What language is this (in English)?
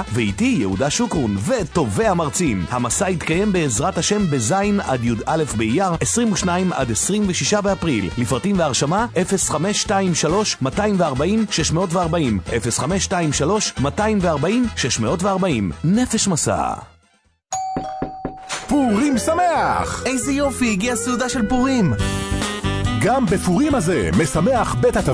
Hebrew